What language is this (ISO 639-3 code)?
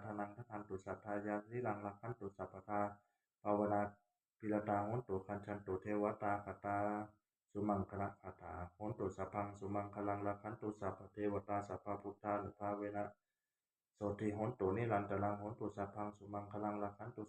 pli